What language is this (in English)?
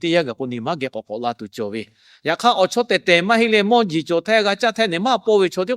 Lahu